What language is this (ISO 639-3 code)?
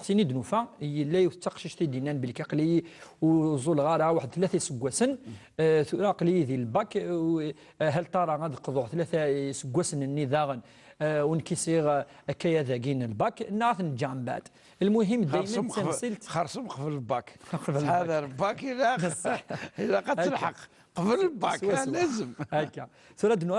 kab